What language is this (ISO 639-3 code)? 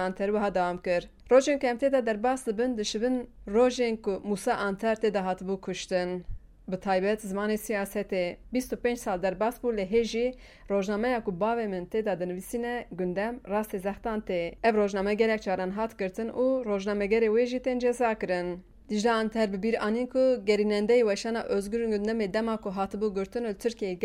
kur